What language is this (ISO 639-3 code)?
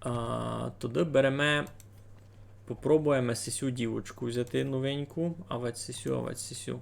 rue